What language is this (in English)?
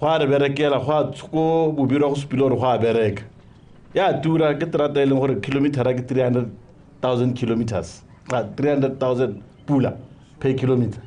Tswana